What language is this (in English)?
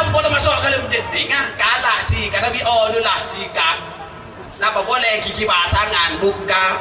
Madurese